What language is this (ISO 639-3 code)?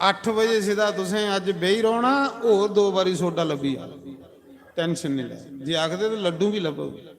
doi